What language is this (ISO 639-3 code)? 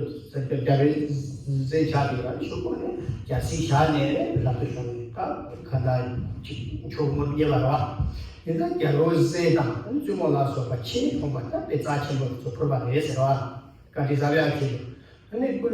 bod